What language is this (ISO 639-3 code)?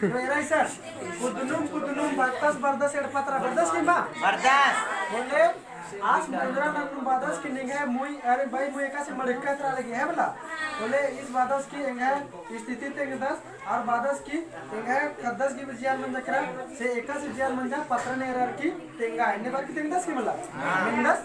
kru